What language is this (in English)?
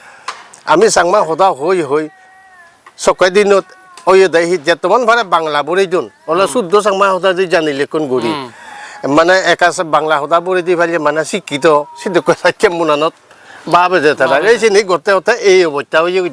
Chakma